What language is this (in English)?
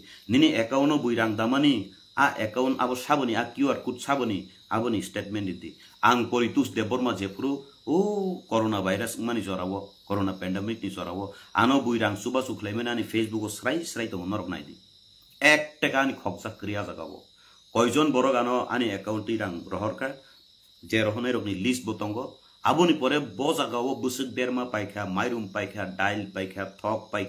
Kok Borok